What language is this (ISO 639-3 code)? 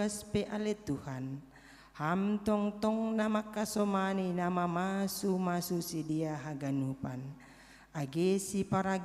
bts